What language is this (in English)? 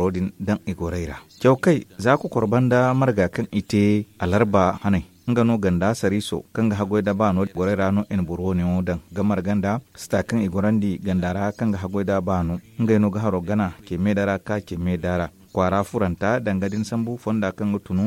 Zarma